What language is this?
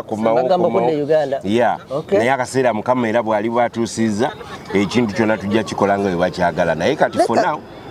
Ganda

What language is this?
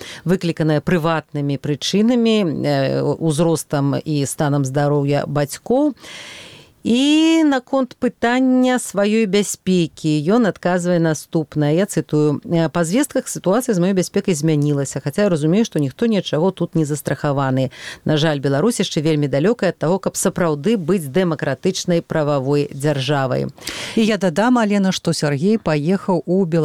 Belarusian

